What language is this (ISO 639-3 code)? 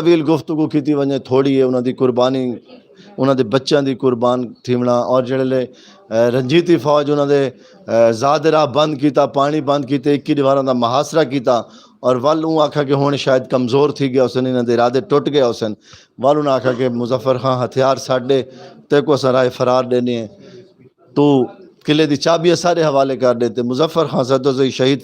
skr